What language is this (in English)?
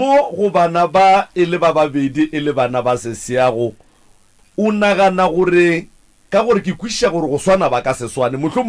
Northern Sotho